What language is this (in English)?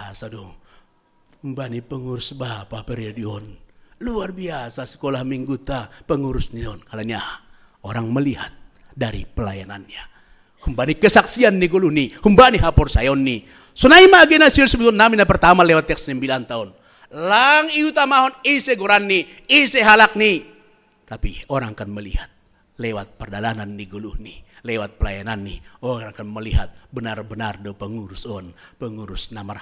Batak Simalungun